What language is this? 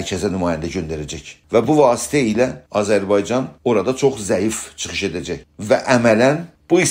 South Azerbaijani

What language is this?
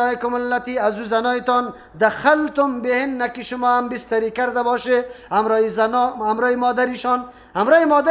Persian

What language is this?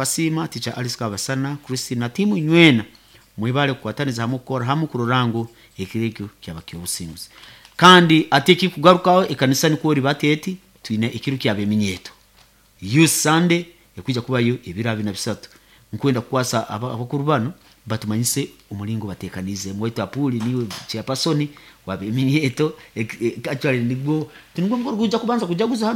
Nyoro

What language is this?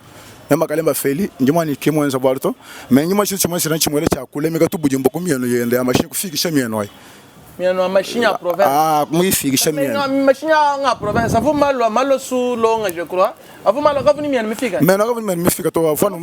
Luba-Lulua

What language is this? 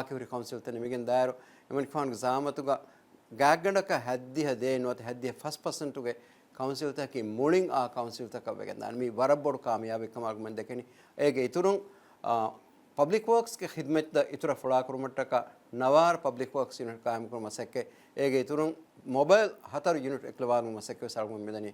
Divehi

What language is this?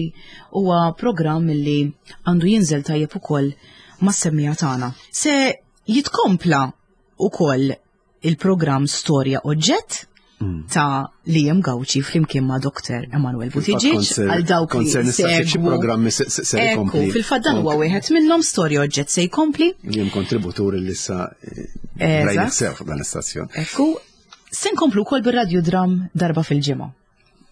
Maltese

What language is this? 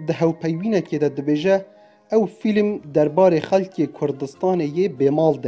Kurdish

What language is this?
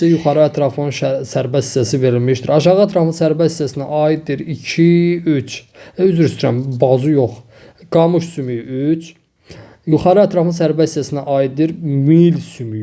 Azerbaijani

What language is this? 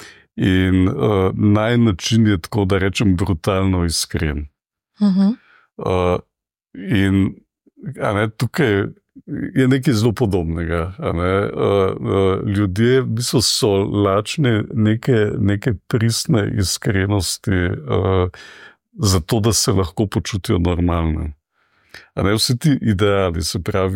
Slovenian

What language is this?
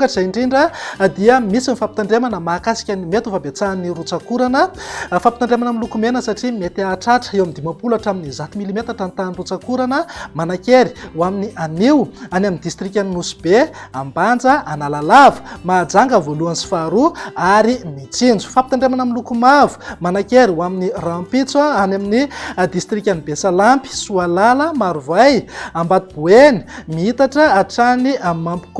Malagasy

